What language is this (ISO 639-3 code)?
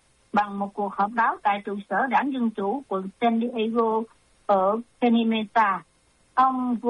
vie